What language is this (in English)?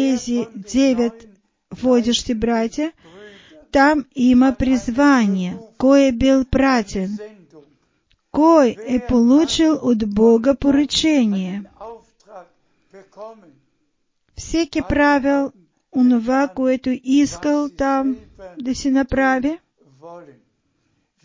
Bulgarian